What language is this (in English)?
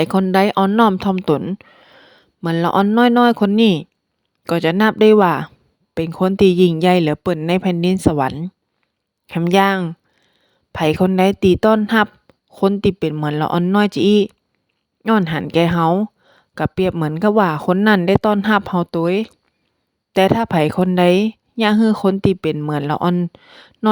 Northern Thai